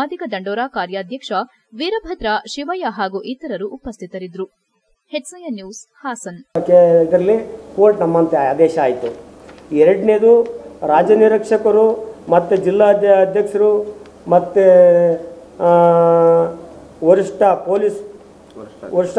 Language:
Kannada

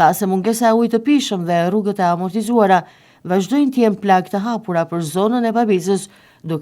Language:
Albanian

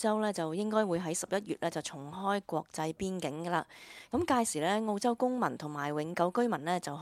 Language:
Cantonese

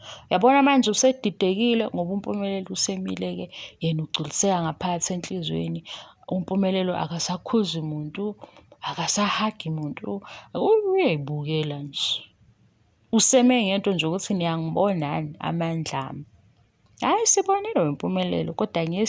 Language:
Zulu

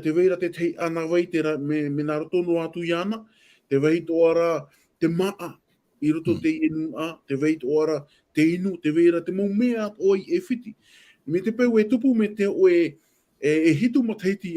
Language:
Tahitian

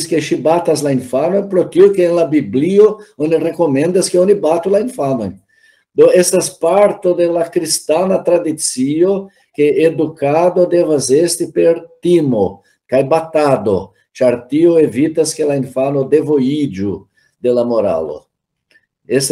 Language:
Esperanto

